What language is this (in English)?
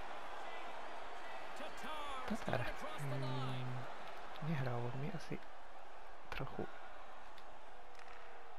Slovak